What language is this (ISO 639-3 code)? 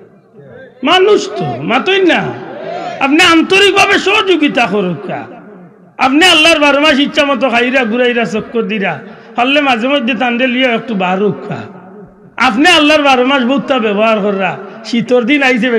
syl